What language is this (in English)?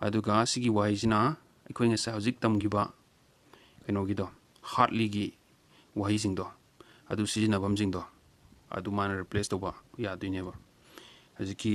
Manipuri